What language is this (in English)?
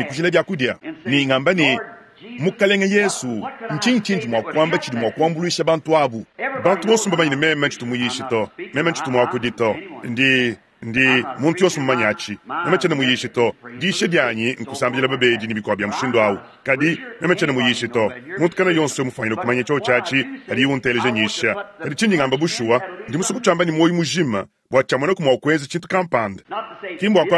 Luba-Lulua